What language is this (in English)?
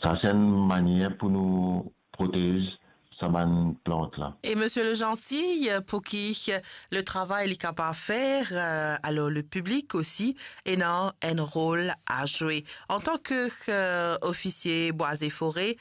Morisyen